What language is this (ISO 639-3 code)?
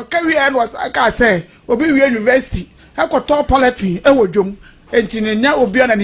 aka